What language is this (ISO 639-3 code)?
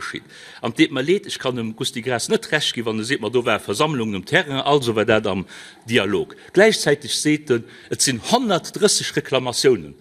ltz